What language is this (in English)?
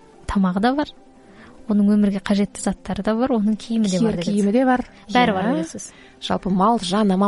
Kazakh